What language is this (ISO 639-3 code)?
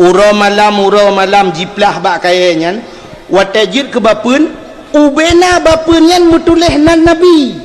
ace